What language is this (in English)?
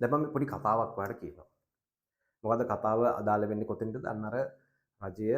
Sinhala